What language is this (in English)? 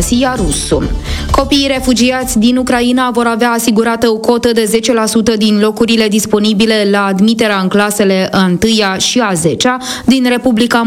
Romanian